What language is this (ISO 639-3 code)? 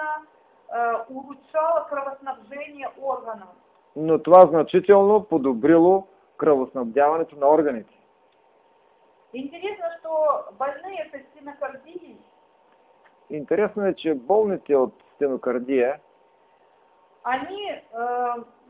bul